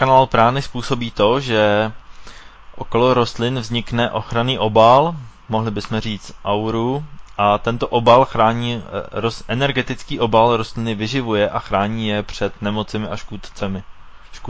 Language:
Czech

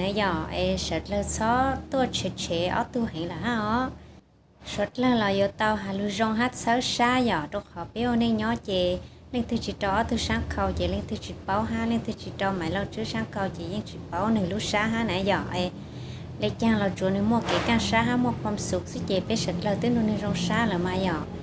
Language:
Hmong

